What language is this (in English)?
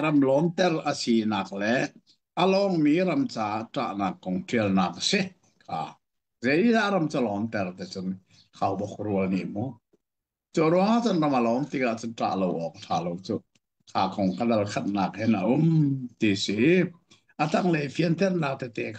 Hakha Chin